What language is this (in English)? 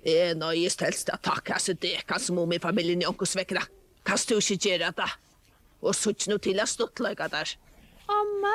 Faroese